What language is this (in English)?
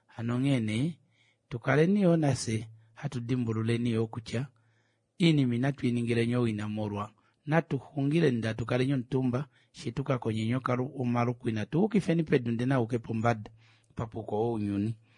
Kuanyama